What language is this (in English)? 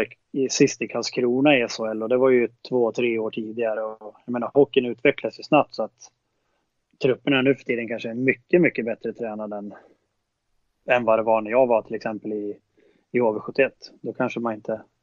Swedish